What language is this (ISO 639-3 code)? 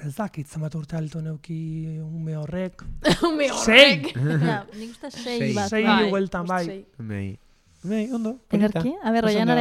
eus